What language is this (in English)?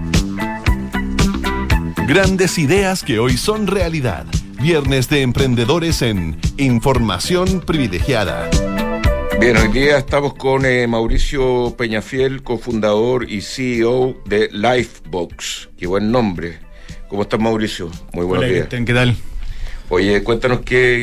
Spanish